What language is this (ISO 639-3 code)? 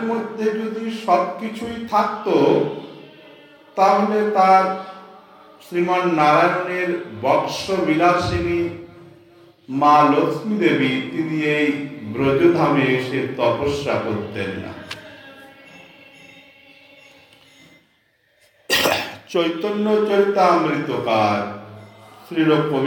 ben